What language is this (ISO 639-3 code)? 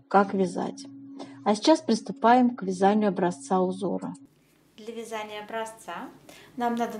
rus